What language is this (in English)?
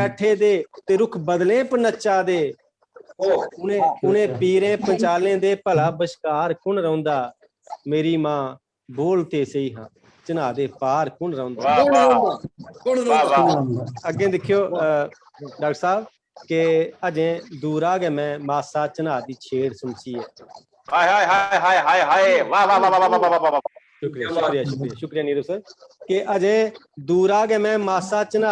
Dogri